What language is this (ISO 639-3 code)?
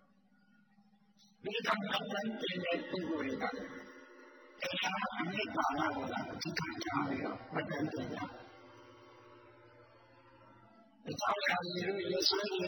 mya